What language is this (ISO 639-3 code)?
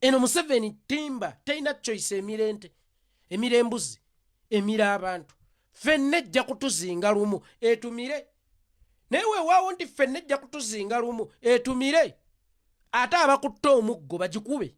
lug